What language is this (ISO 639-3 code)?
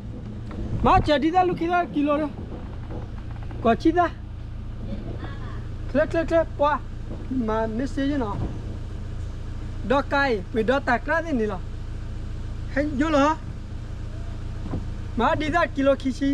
ksw